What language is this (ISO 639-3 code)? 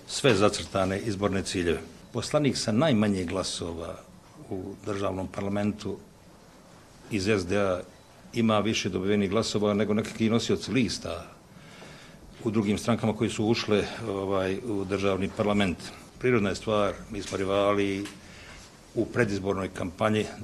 bos